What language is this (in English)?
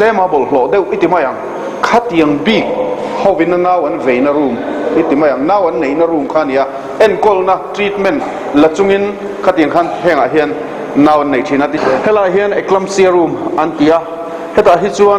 Mizo